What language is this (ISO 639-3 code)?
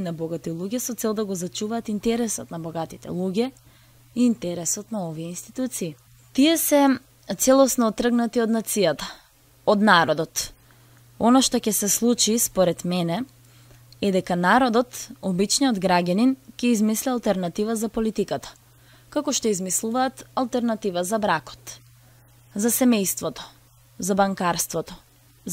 mkd